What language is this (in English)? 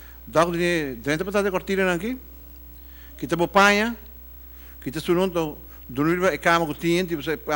Papiamento